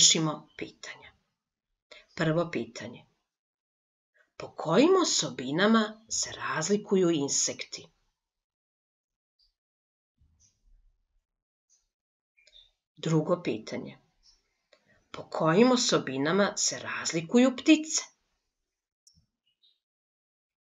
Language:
Serbian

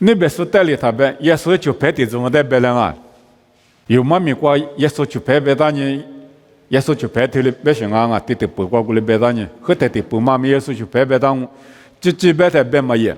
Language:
Lisu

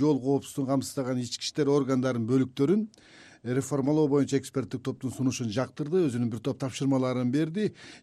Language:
Kyrgyz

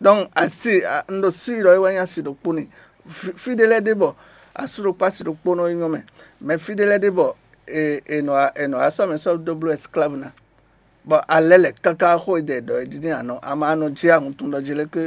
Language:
Fon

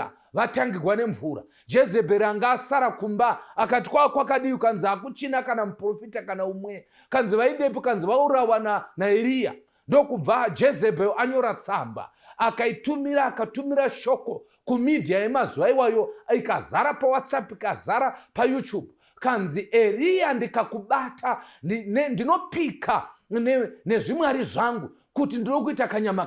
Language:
Shona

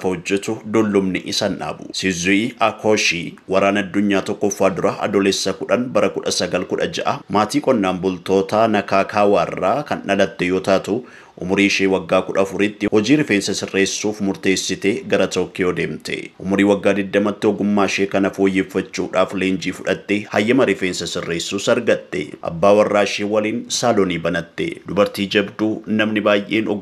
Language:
Oromo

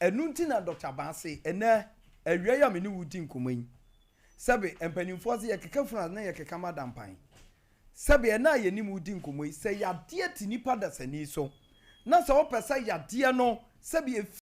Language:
Akan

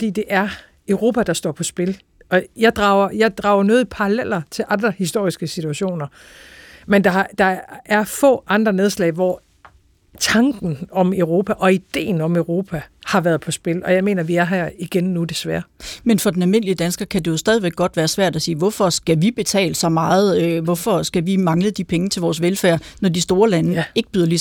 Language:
Danish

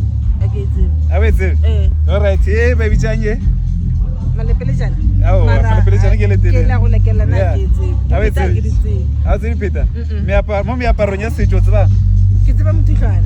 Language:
Northern Sotho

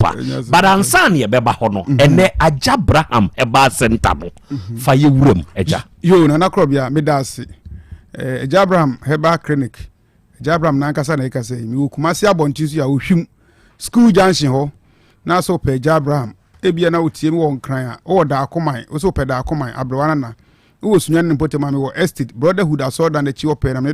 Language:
Akan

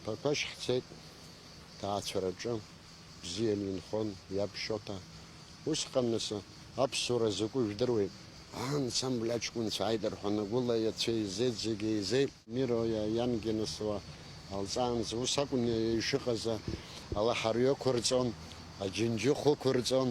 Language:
Abkhazian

